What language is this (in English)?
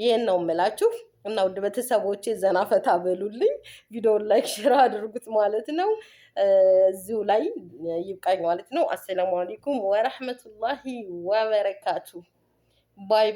Amharic